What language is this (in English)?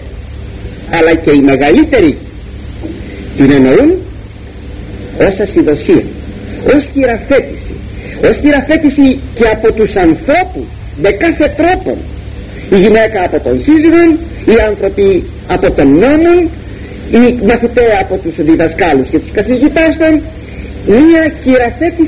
Greek